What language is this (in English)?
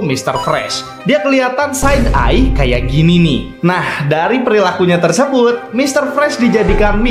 Indonesian